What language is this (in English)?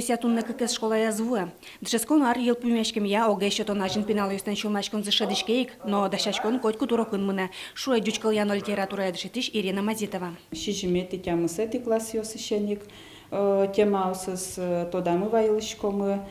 Udmurt